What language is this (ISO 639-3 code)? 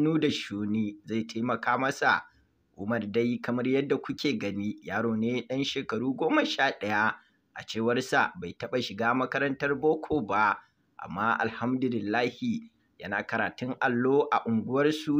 hau